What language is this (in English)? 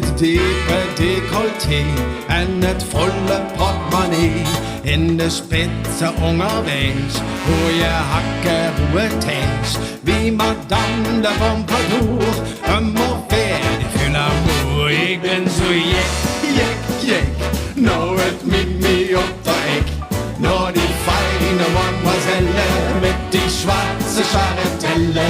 Limburgish